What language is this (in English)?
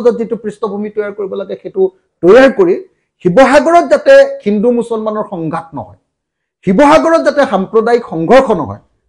Assamese